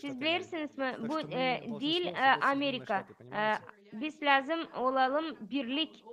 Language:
Gagauz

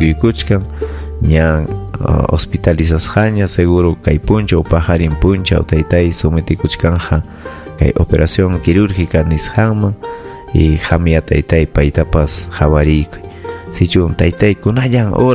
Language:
Ayacucho Quechua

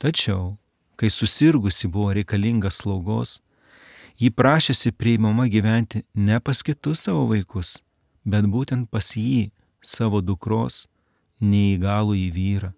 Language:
Lithuanian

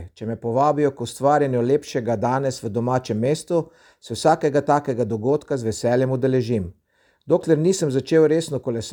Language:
Slovenian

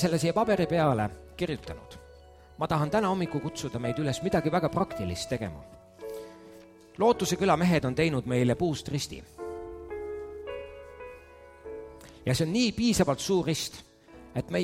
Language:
Estonian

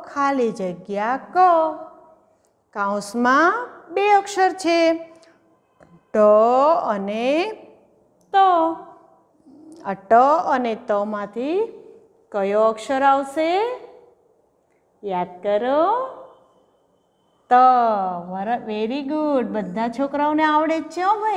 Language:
Gujarati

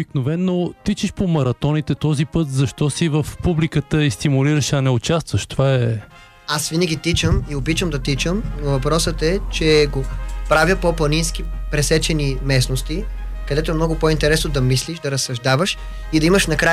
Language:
Bulgarian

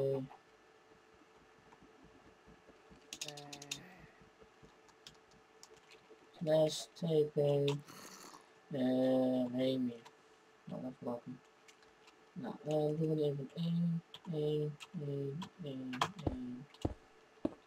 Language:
Dutch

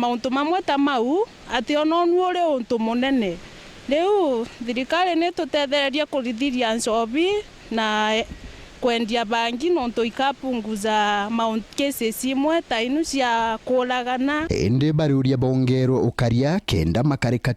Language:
Meru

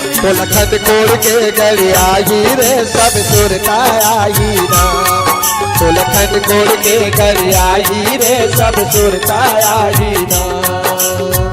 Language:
Chhattisgarhi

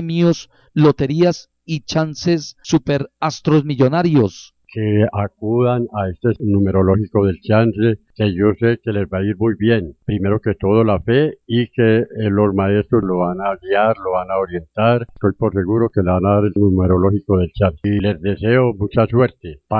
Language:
Spanish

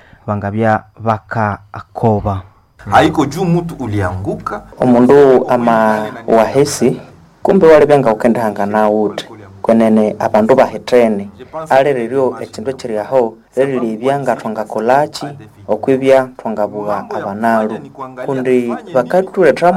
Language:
Nande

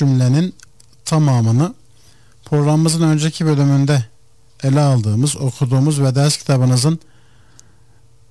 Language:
Turkish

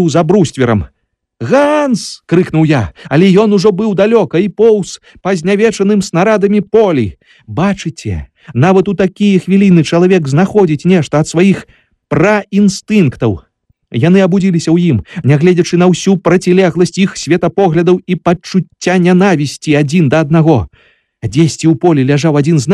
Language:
Belarusian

